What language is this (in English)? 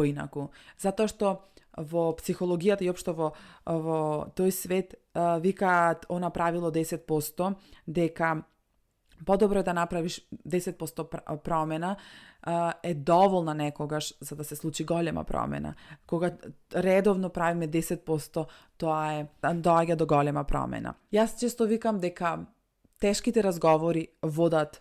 Macedonian